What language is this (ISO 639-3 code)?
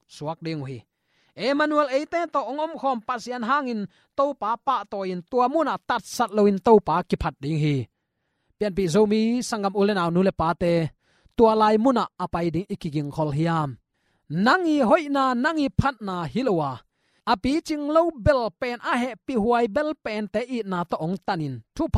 ctd